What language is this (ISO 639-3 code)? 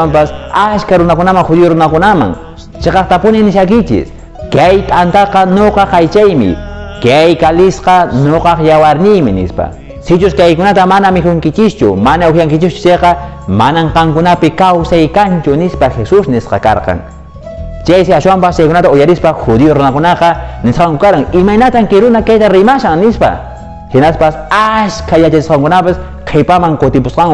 que